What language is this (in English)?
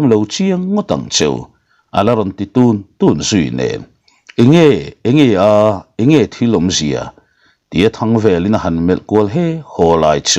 Mizo